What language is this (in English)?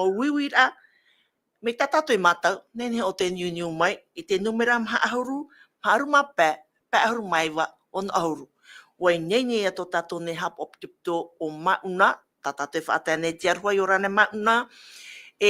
Tahitian